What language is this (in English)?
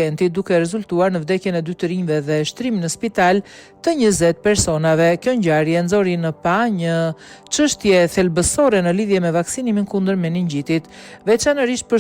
Albanian